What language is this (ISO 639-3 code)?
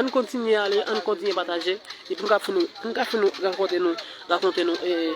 hat